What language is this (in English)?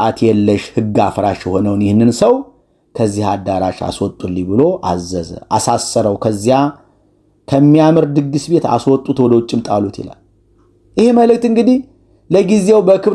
Amharic